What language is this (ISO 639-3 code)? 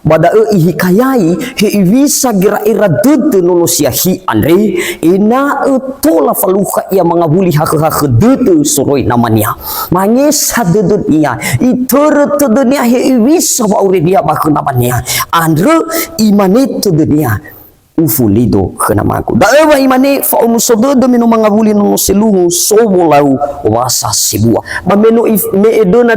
nia